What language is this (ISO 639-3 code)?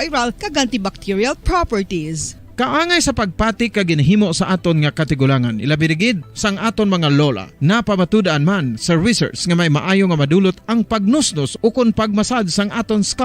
hil